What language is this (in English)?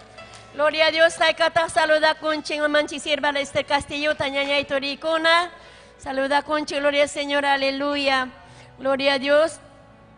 Ayacucho Quechua